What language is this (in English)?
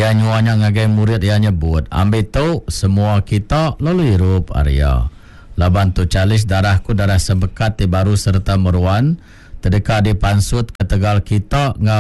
Iban